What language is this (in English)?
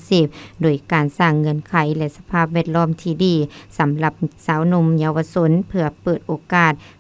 Lao